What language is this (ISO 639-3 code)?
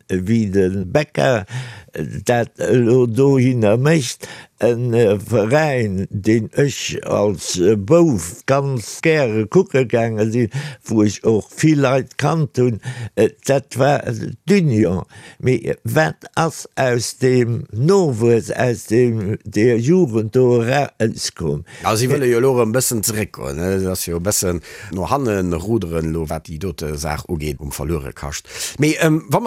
ltz